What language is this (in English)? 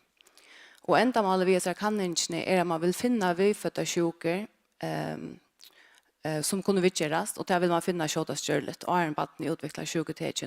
Faroese